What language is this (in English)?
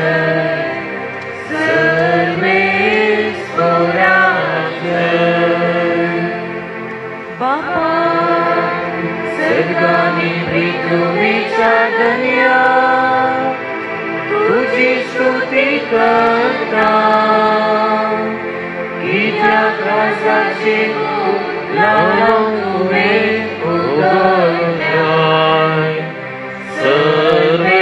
Konkani